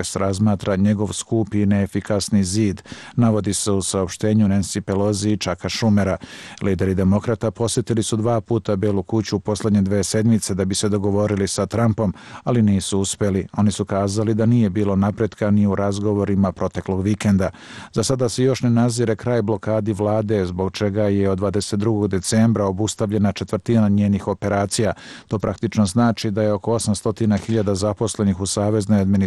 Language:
Bosnian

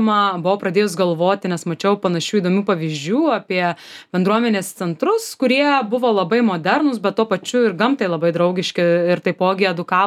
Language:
Lithuanian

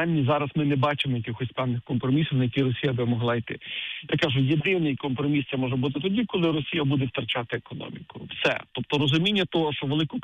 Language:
Ukrainian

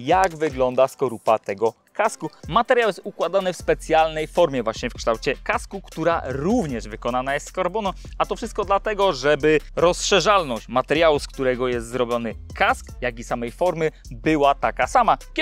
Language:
Polish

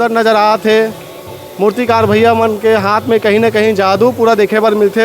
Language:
Chhattisgarhi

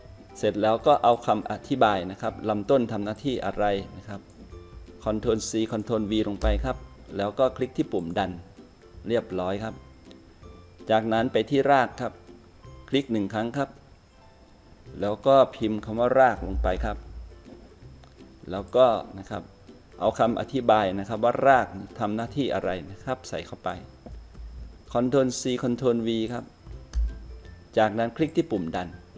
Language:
Thai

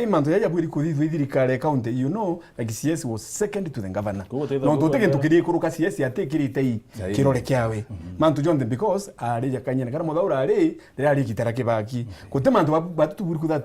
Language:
Meru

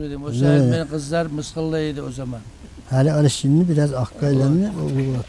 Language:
Kumyk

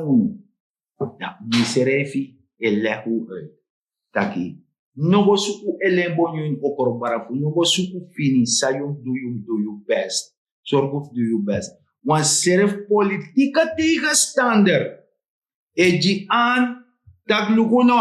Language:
Sranan Tongo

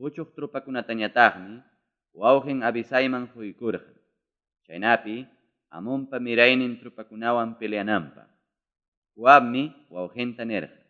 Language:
Ayacucho Quechua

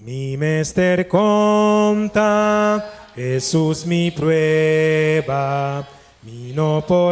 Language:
Papiamento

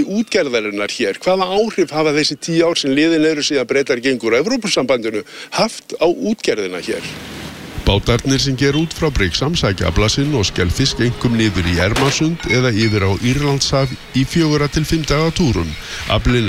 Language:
Icelandic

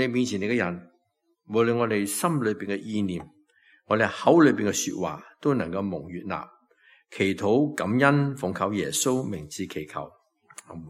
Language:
Cantonese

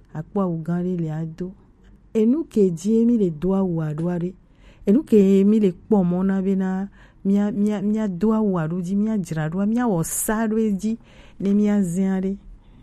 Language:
Gen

